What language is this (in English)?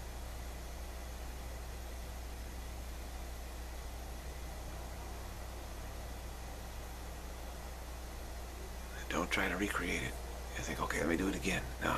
English